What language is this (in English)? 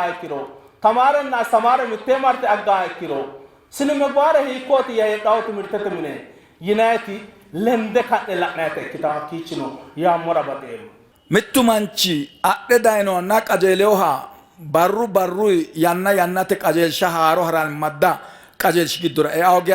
Sidamo